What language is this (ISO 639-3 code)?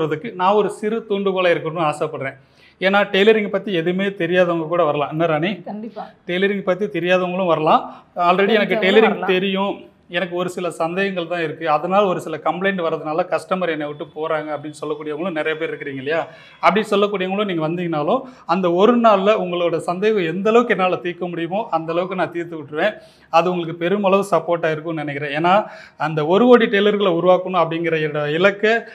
tam